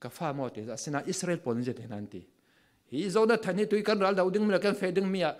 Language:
Falam Chin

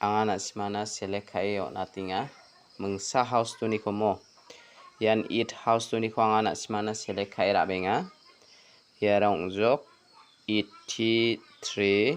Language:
Garo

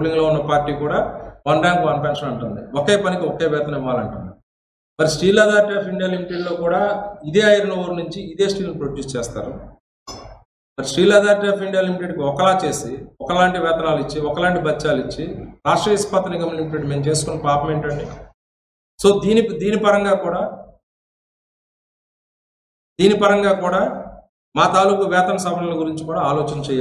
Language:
Telugu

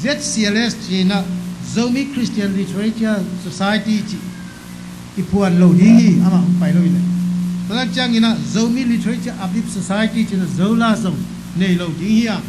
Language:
Tedim Chin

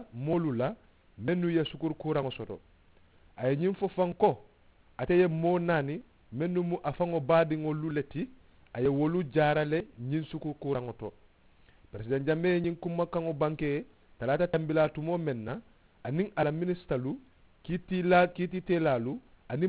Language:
Mandingo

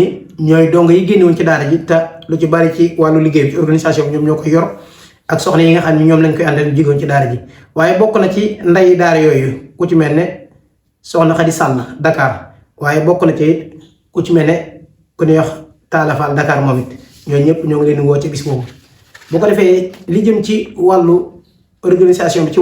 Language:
Wolof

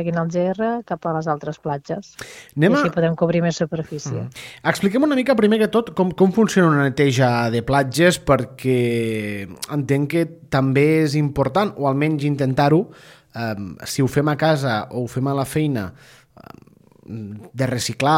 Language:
Catalan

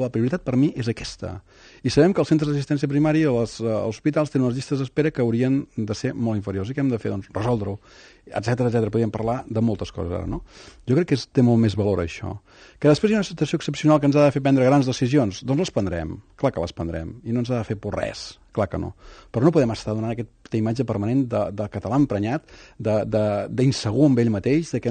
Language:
Catalan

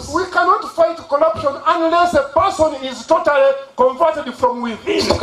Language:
Nyankole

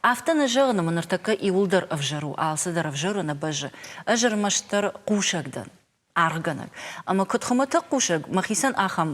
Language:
Ossetic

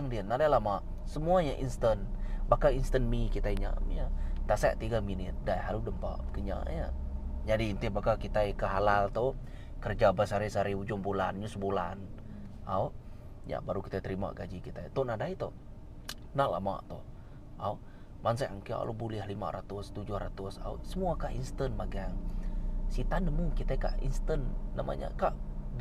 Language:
Iban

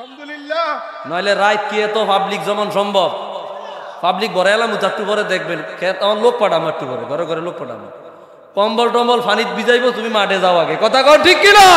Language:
Sylheti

